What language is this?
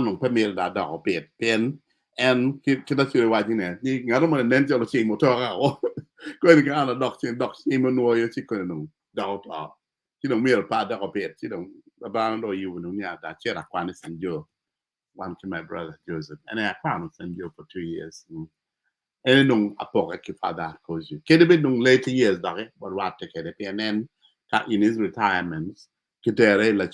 Acoli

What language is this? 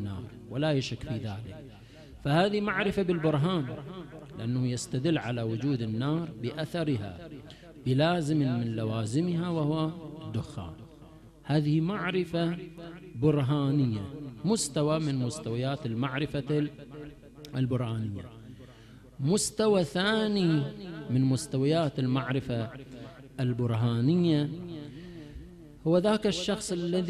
Arabic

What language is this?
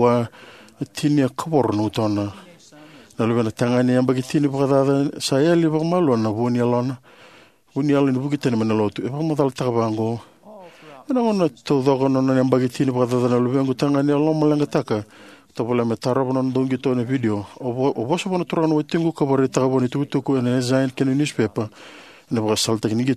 Fijian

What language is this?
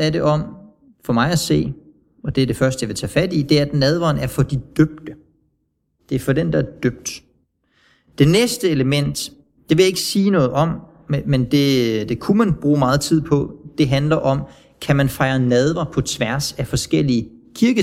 Danish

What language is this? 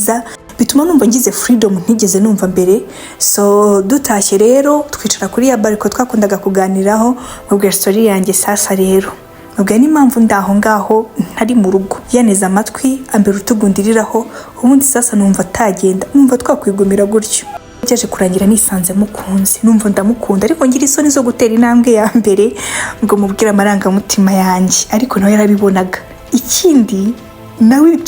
Kinyarwanda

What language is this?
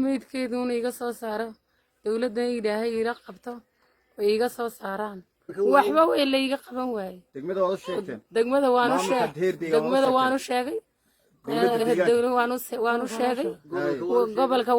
Somali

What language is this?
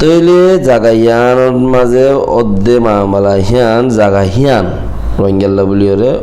Rohingya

